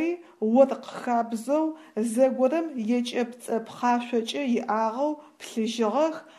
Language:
Adyghe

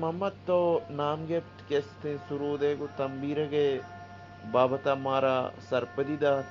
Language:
Eastern Balochi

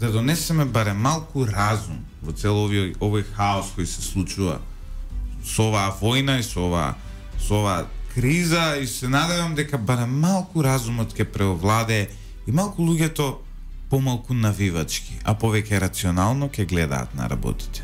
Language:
Macedonian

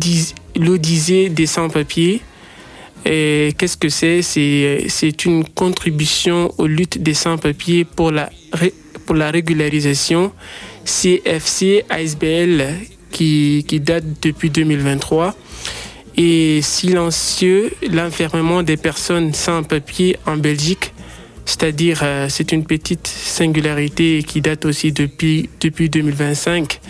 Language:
French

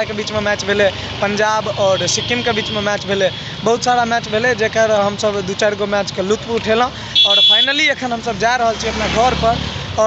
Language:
Maithili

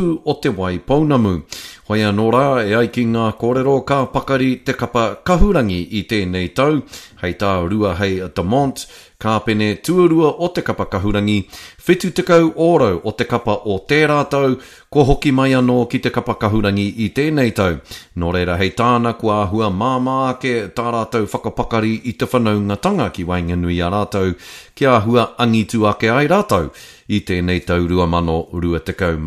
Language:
Māori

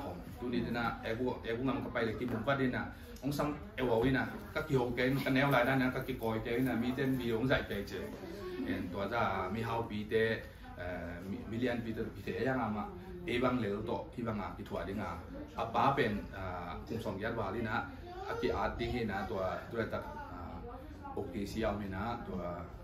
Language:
Tedim Chin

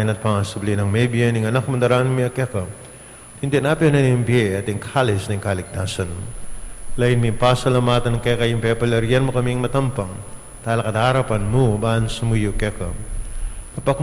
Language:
Pampanga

